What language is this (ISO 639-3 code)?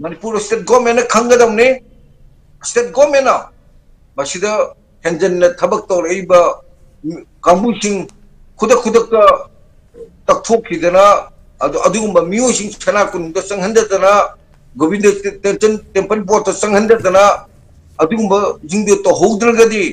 mni